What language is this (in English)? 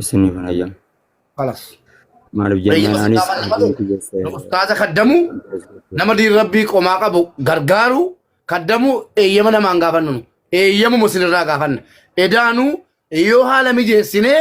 Oromo